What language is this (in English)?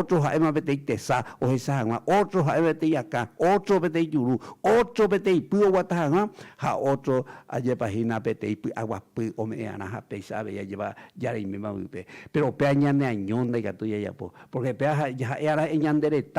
Guarani